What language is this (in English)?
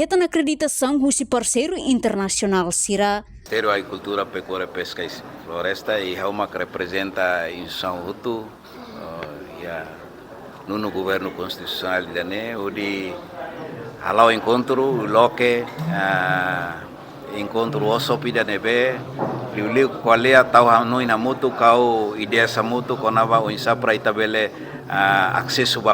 Tetum